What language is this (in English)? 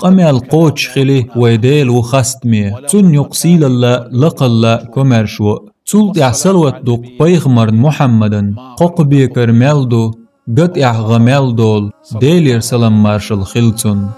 Chechen